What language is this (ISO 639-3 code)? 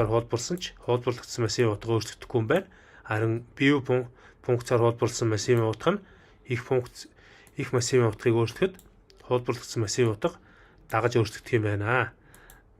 mon